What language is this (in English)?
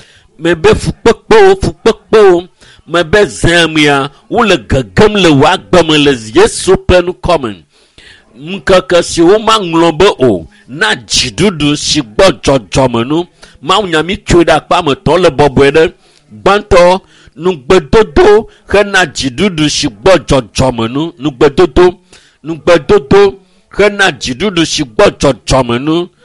Ewe